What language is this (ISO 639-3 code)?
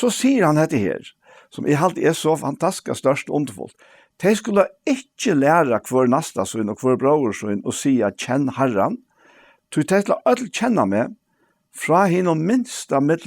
fao